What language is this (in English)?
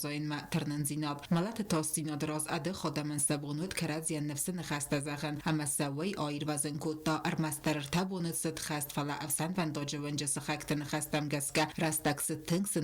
Ossetic